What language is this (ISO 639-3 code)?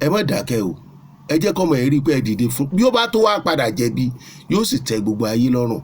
yor